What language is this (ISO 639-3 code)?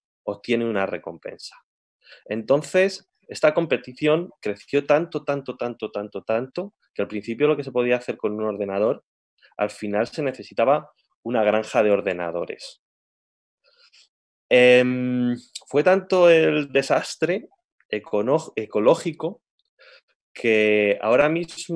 spa